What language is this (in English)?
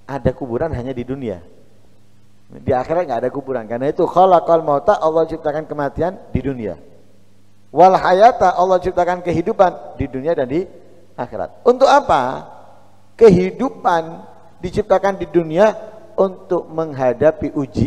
Indonesian